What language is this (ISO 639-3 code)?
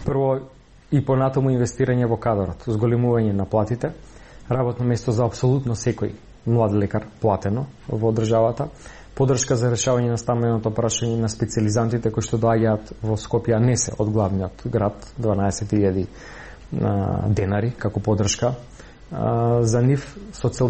mkd